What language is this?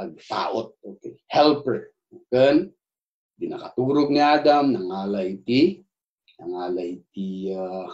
Iloko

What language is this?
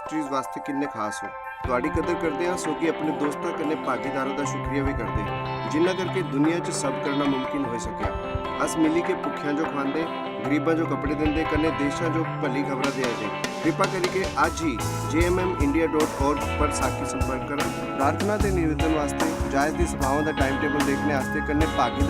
Dogri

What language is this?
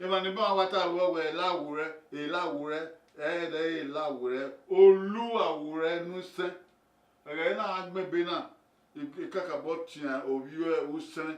Bini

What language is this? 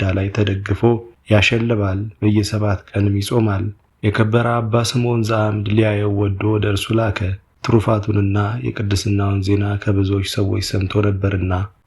Amharic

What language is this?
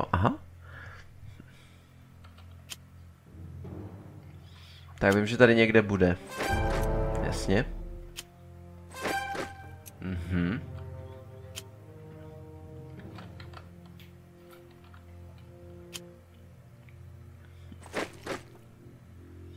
Czech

